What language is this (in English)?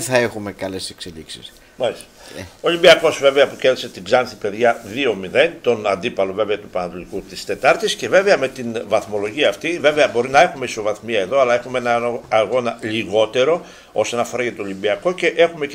Greek